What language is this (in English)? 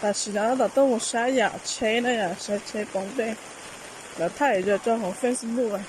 Hmong